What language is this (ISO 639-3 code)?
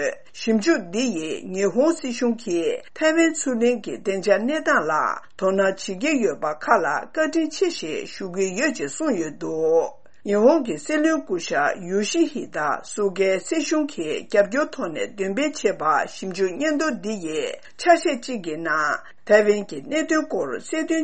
bod